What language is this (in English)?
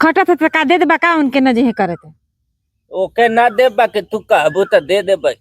Bhojpuri